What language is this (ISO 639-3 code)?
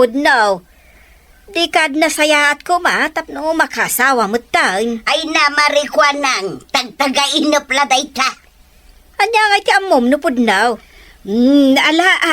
ilo